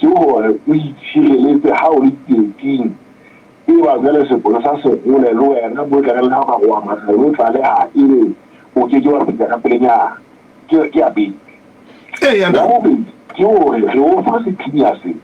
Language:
Southern Sotho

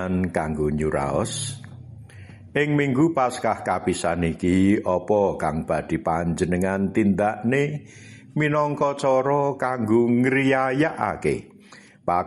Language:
Javanese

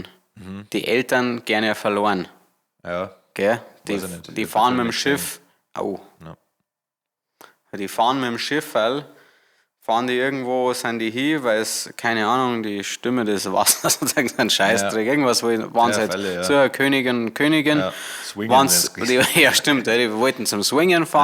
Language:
Bavarian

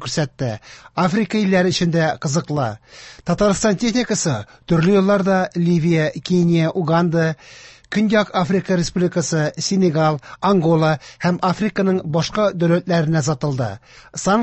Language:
Tatar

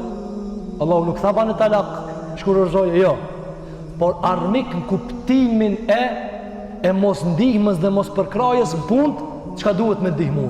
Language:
Albanian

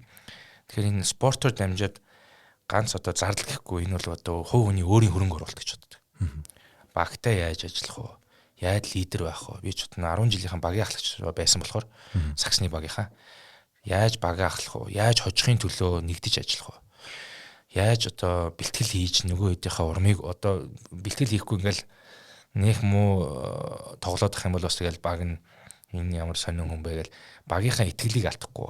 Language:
Mongolian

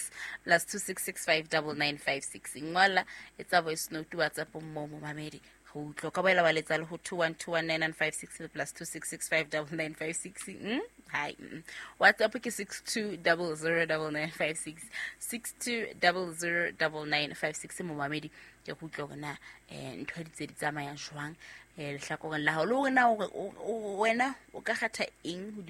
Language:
Southern Sotho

